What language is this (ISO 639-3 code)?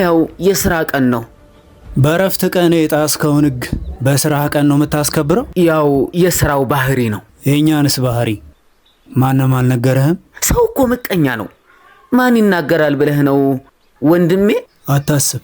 amh